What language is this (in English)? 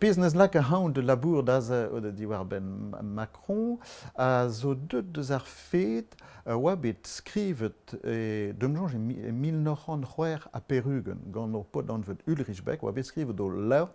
Breton